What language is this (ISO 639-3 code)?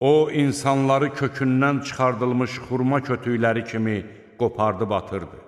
aze